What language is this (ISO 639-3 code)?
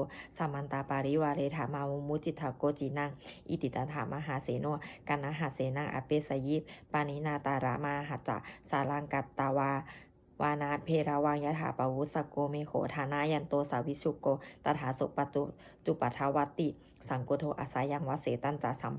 pli